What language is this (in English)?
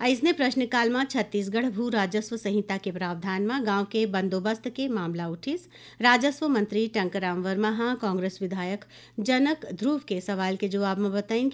Chhattisgarhi